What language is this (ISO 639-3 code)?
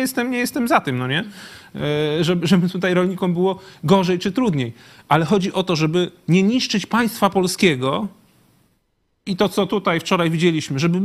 pol